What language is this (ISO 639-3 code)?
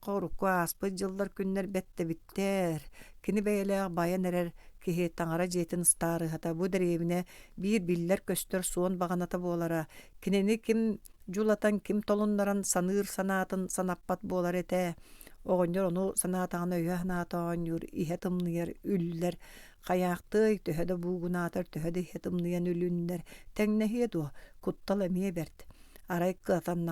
sah